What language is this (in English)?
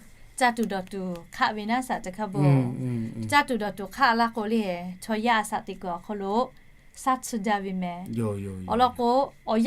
Lahu